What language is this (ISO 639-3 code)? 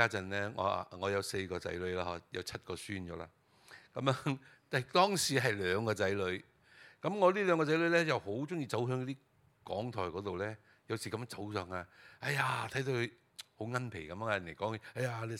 yue